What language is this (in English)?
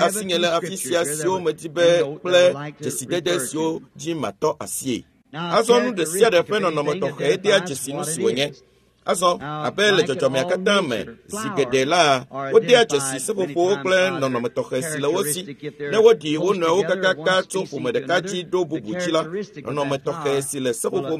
Ewe